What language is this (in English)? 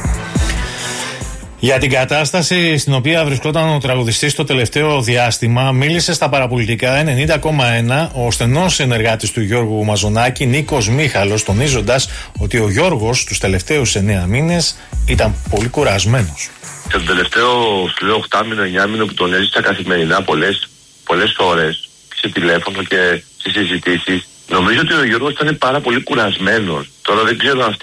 Greek